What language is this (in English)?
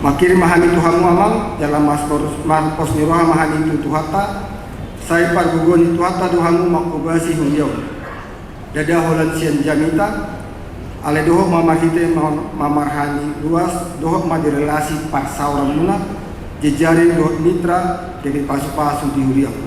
Batak Toba